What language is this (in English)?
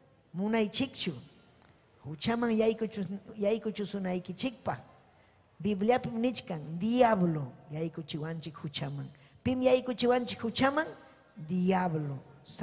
Ayacucho Quechua